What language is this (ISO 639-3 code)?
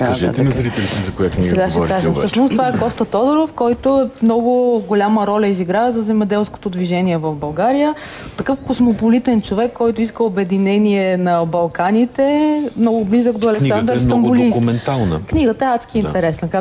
bul